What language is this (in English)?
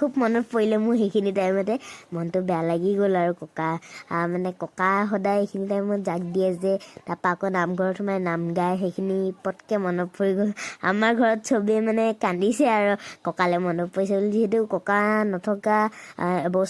Assamese